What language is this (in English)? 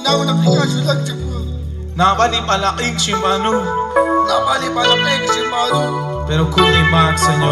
Kekchí